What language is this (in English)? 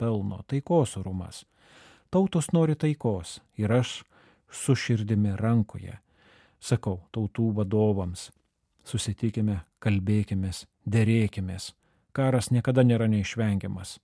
Lithuanian